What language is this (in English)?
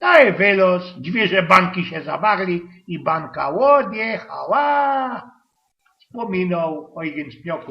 Silesian